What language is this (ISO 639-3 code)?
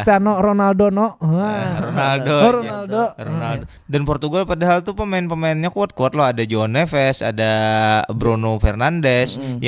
bjn